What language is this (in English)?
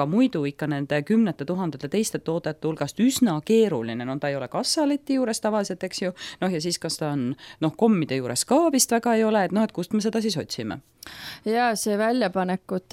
Estonian